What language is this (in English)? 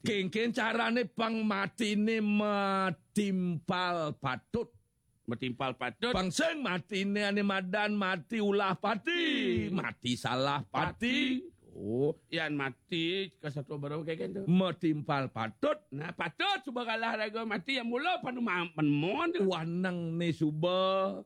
Balinese